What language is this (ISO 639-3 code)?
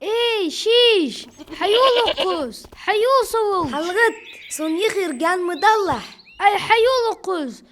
inh